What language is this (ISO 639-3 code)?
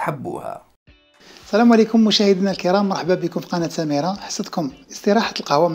arq